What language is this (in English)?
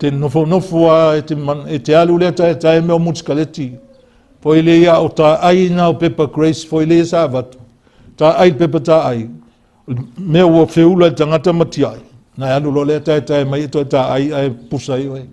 Samoan